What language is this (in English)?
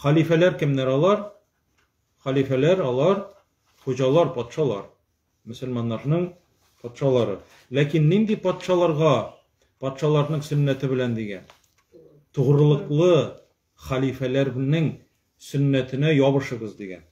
Tatar